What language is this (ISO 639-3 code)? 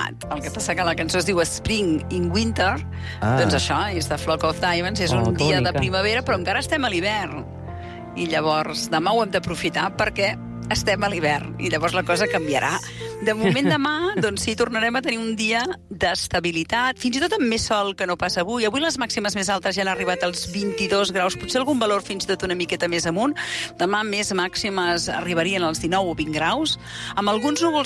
cat